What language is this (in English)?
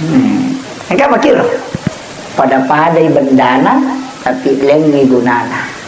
Buginese